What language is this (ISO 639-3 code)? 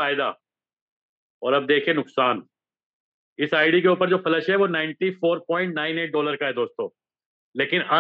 hin